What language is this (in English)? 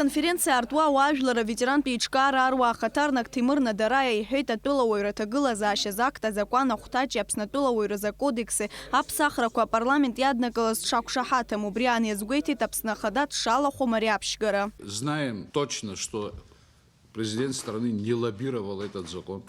Abkhazian